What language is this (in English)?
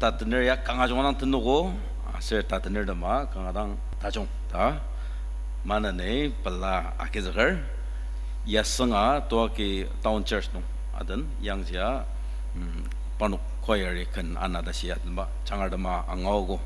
Ao Naga